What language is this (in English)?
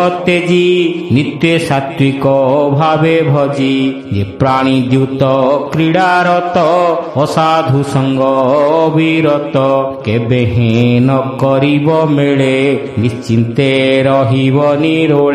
Odia